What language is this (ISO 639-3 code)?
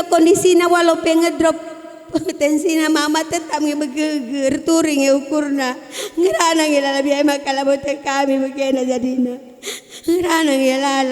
btx